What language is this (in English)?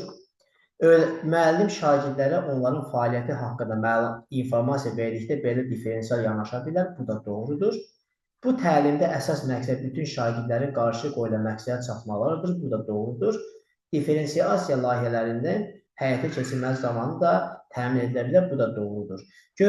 Azerbaijani